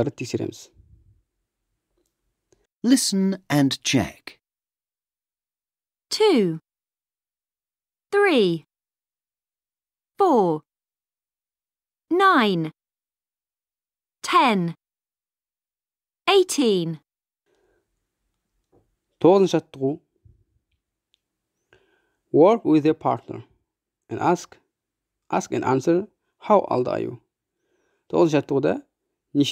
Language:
Kazakh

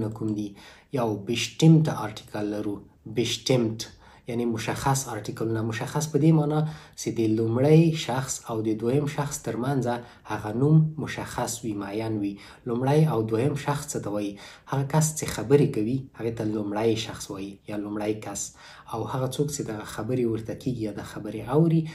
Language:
Pashto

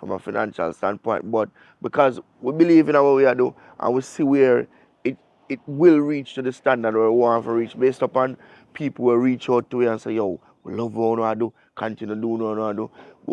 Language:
Jamaican Creole English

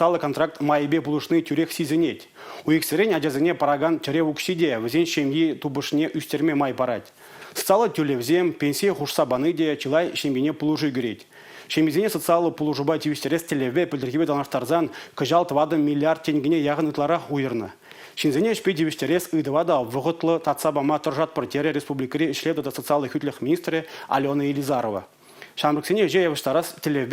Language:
Chuvash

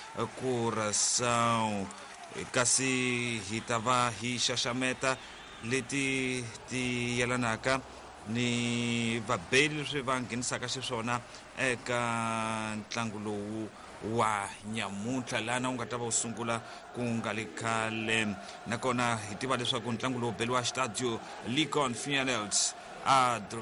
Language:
Tsonga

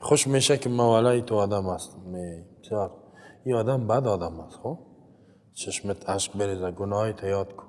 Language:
Persian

